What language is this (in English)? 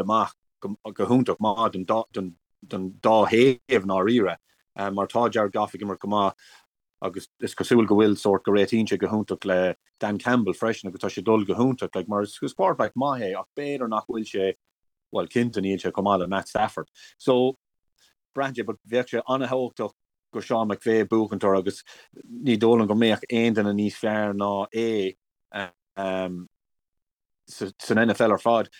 Irish